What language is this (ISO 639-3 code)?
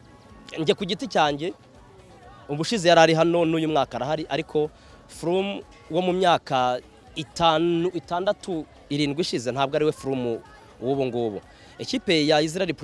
kin